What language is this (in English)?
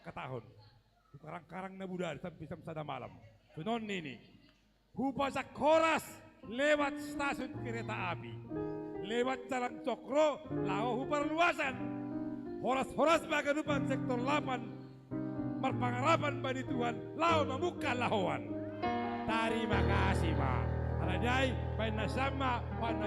Batak Simalungun